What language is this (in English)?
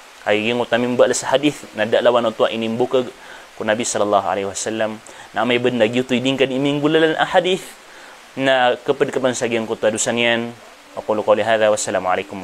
Maranao